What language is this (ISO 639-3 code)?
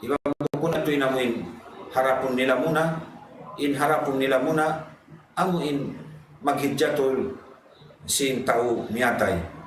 tsg